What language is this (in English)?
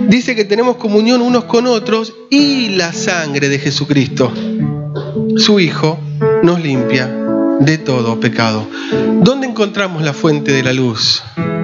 Spanish